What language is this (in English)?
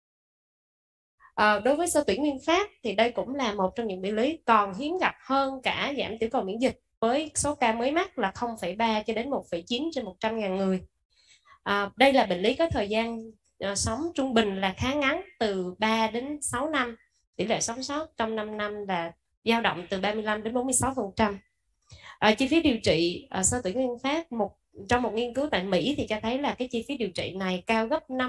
Vietnamese